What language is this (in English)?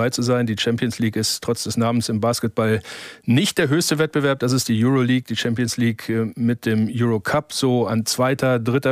German